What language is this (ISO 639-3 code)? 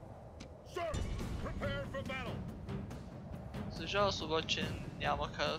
bul